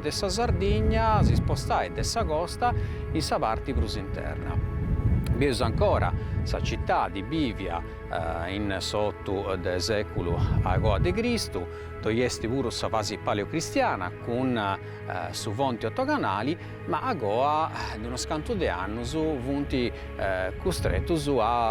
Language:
Sardinian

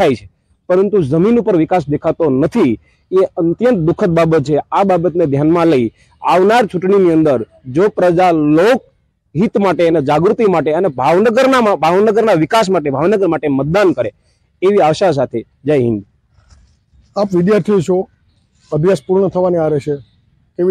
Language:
Gujarati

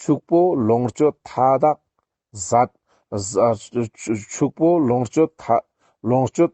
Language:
Ladakhi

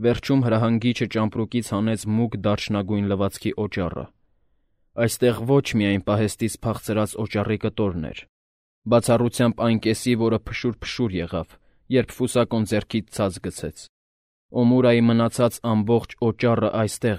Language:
Armenian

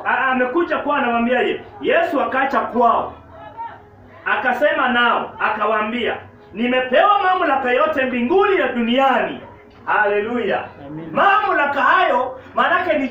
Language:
Swahili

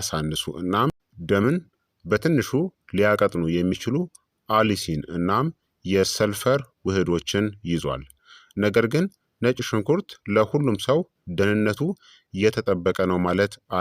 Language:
Amharic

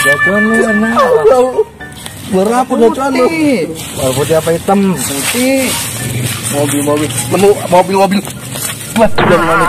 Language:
Betawi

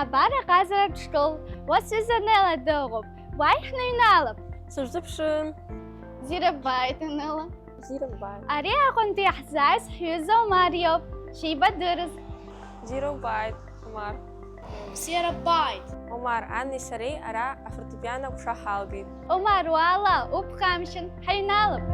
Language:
Abkhazian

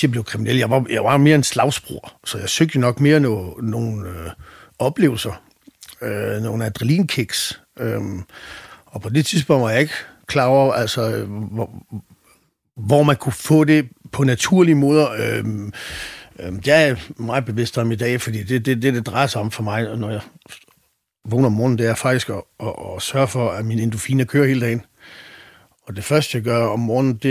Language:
Danish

